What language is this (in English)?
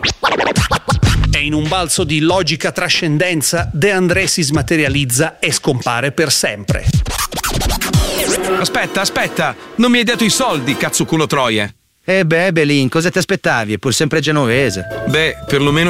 Italian